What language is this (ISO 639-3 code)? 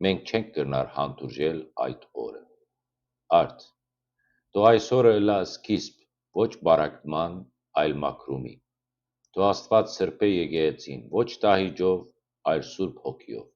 hyw